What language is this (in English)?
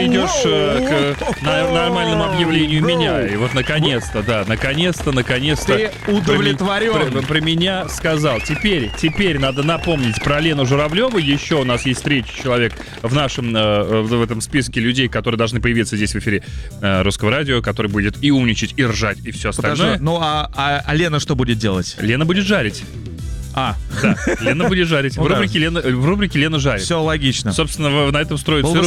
Russian